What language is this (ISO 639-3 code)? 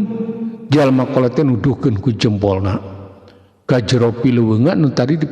sun